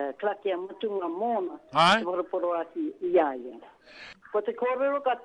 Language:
Māori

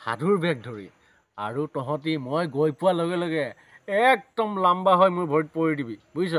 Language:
Assamese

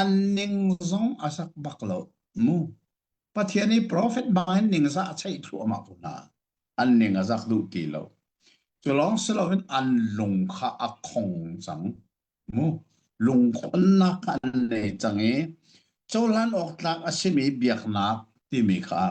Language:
Hakha Chin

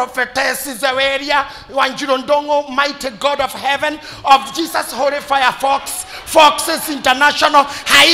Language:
Kikuyu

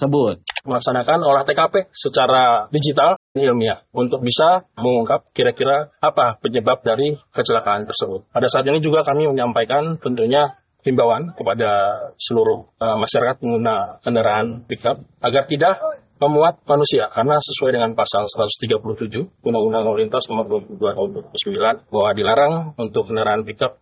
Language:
Indonesian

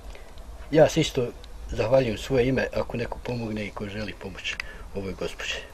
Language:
Bosnian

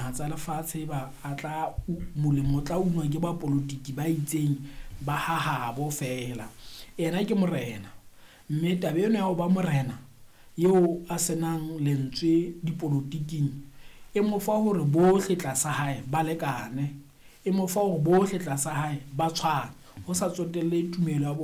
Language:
Southern Sotho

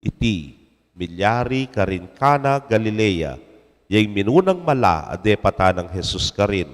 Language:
Pampanga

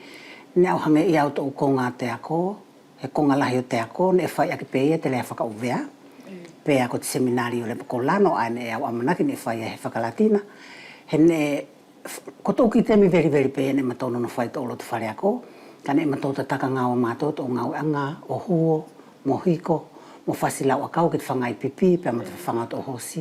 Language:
Wallisian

